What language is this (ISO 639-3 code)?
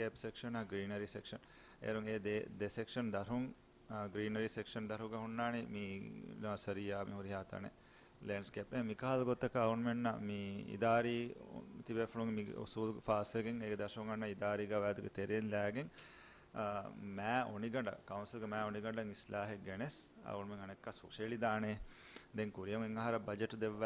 div